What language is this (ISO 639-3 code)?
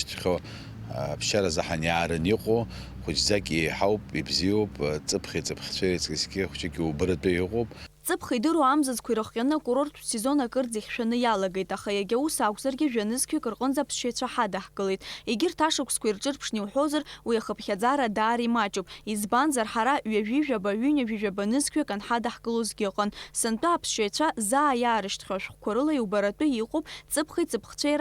abk